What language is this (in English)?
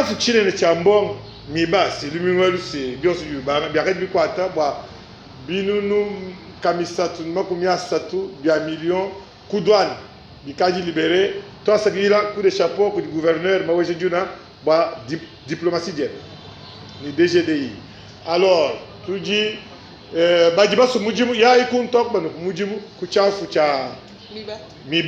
Luba-Lulua